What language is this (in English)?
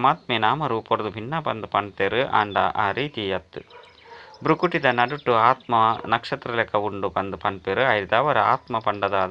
Tulu